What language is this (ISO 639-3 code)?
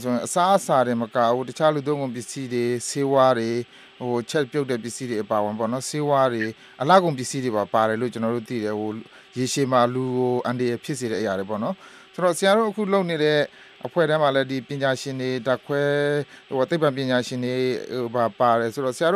mya